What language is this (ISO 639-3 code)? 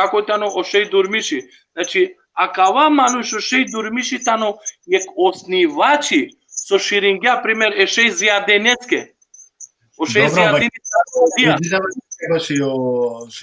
rmn